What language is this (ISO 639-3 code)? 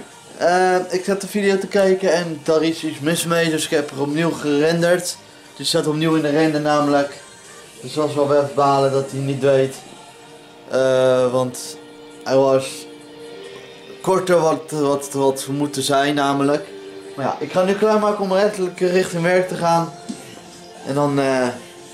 nld